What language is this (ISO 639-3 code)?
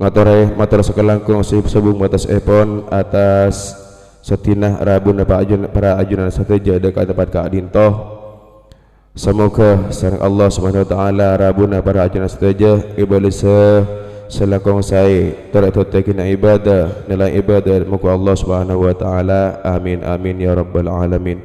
mad